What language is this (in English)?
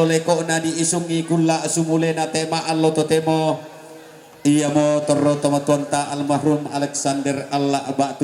Toraja-Sa'dan